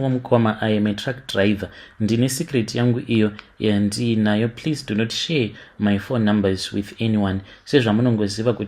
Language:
Shona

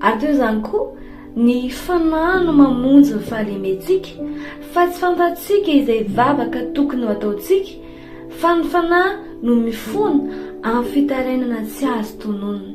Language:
Malagasy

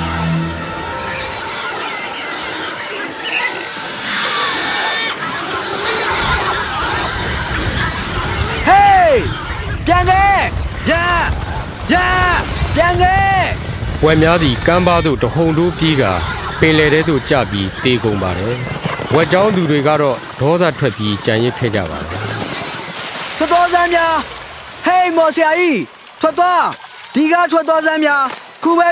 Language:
Burmese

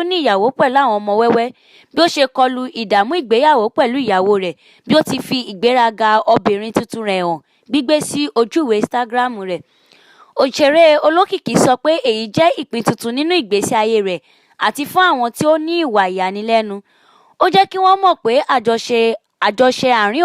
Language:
Yoruba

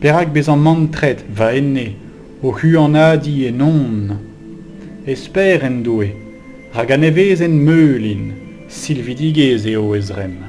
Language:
Breton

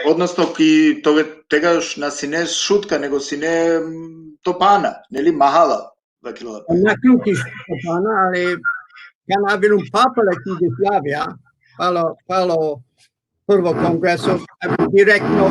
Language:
Balkan Romani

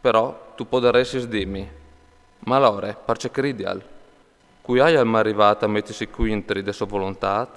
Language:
Friulian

